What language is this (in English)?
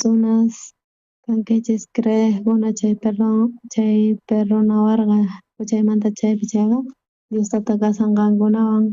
South Bolivian Quechua